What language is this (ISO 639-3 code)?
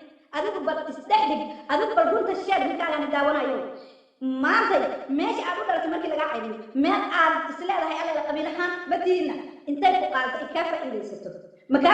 som